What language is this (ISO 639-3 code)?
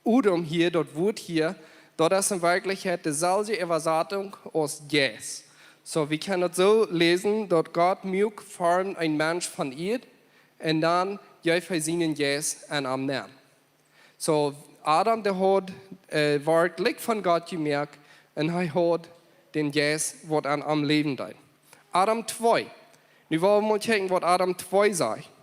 pdt